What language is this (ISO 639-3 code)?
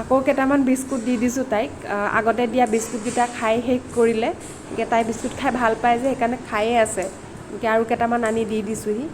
asm